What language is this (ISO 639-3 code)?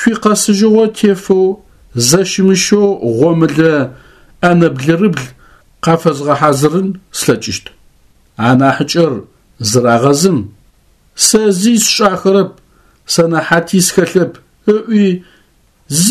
ady